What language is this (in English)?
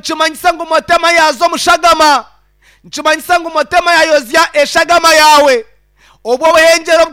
Nyankole